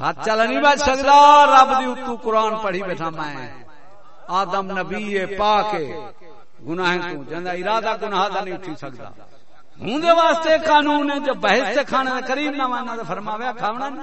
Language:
Saraiki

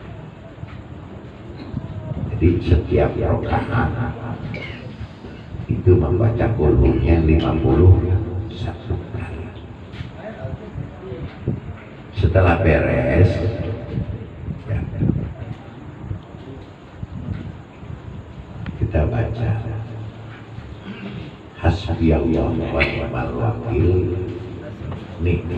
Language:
Indonesian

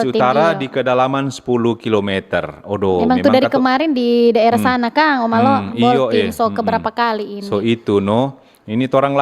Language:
Manado Malay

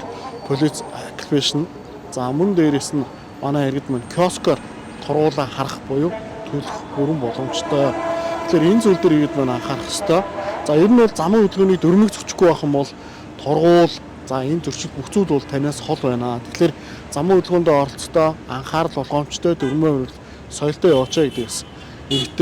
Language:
Mongolian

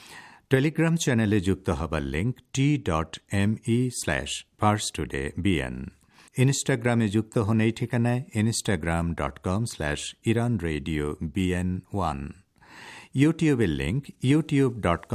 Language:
Bangla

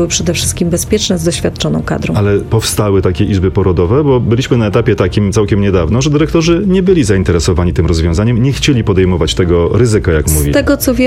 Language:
Polish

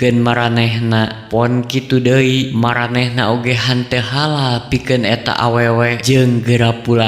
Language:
Sundanese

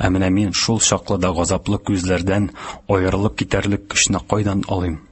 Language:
Tatar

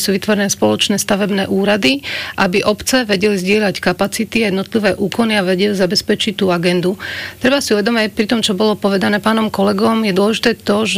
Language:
Slovak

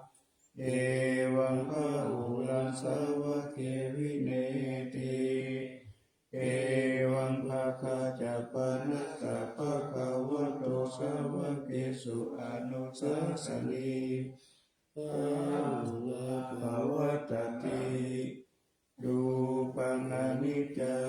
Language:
Pali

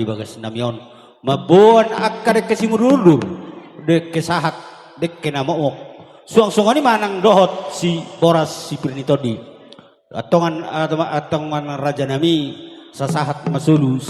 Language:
Batak Toba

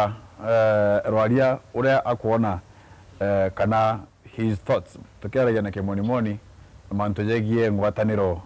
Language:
Meru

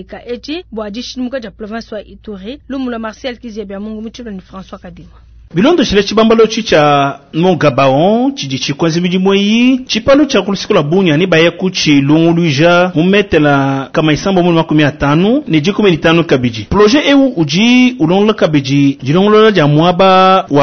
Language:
Luba-Lulua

